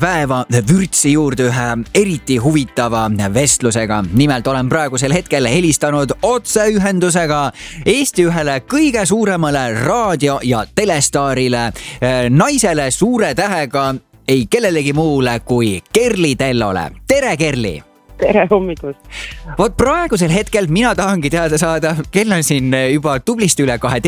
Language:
Estonian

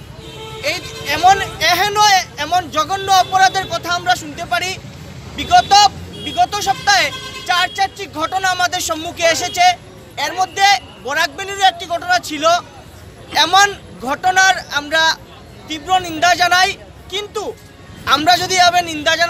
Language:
Bangla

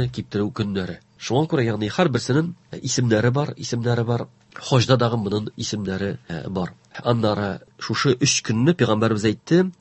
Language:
Tatar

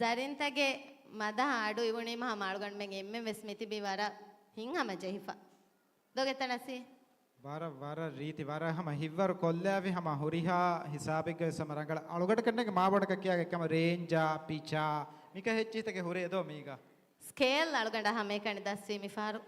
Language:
Divehi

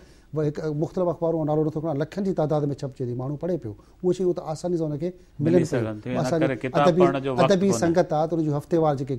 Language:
Sindhi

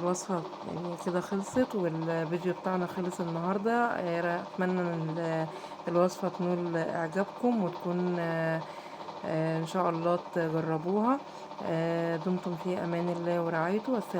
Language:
Egyptian Arabic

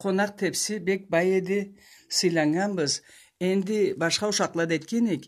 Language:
Karachay-Balkar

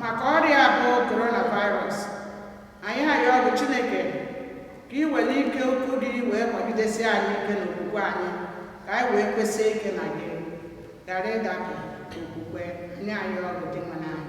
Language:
Igbo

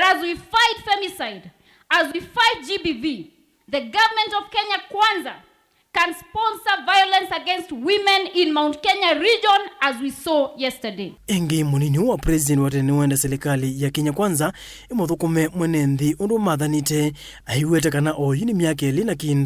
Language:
Kamba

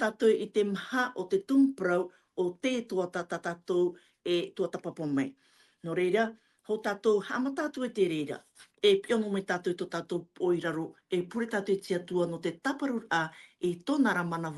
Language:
Tahitian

